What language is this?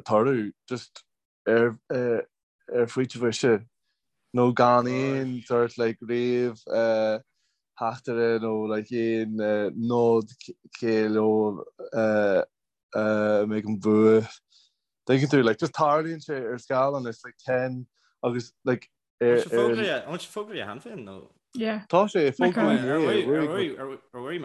Irish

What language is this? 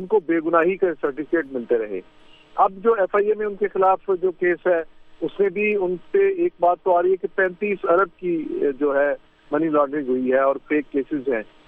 Urdu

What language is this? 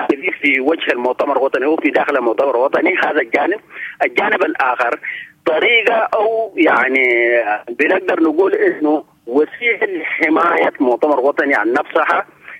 Sudanese Arabic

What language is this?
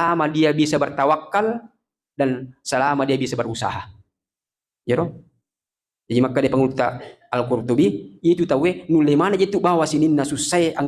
Buginese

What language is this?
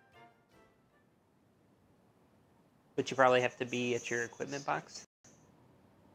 English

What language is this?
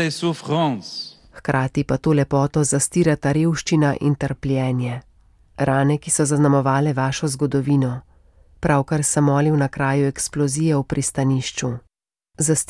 Slovenian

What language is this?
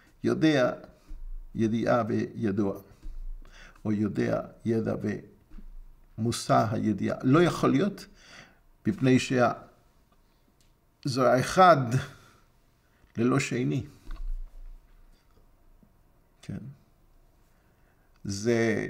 Hebrew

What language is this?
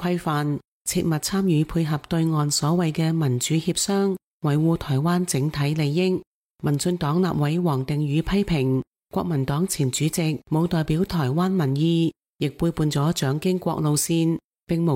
Cantonese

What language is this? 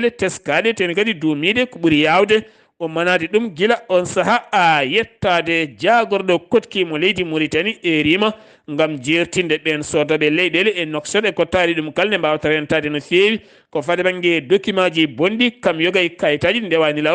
Fula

